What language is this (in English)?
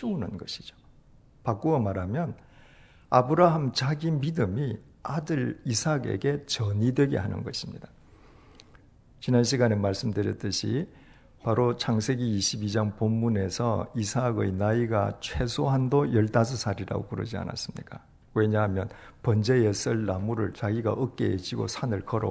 Korean